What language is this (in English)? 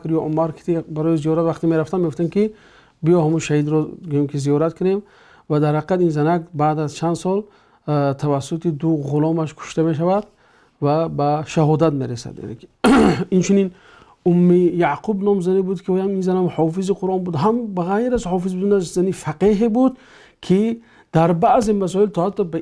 Tajik